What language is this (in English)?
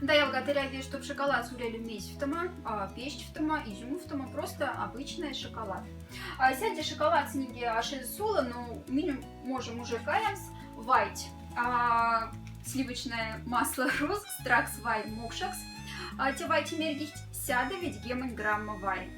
Moksha